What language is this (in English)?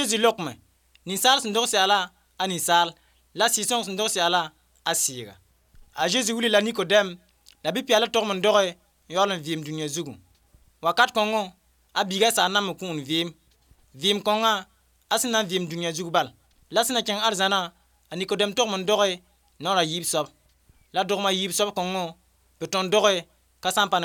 Mossi